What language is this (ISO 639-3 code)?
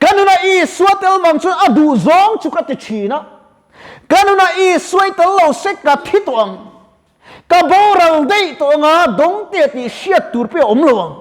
lus